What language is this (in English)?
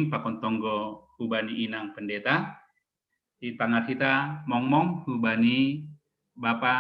Batak Simalungun